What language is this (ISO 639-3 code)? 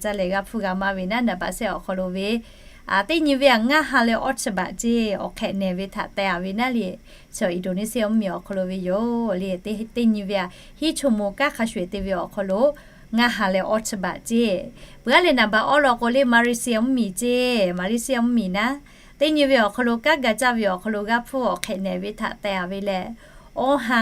lhu